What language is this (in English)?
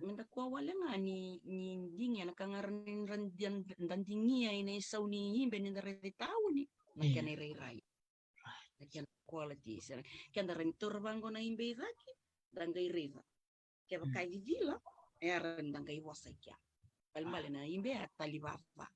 Fijian